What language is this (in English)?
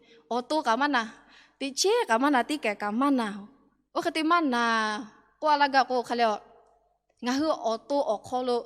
Lahu